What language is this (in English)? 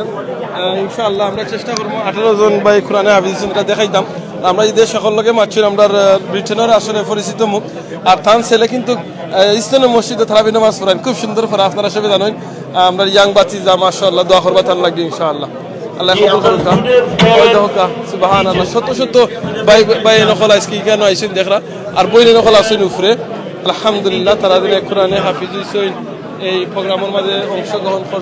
Sylheti